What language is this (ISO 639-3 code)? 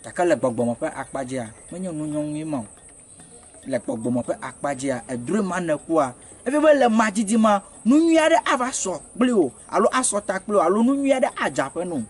ewe